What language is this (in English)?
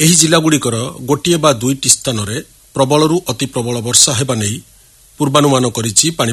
Odia